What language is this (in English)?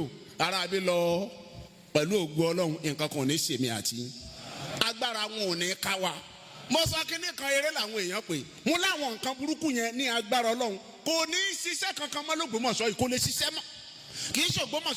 Yoruba